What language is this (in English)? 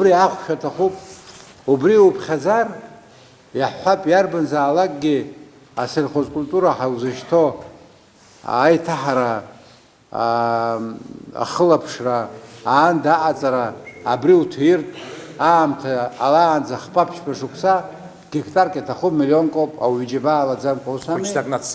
Abkhazian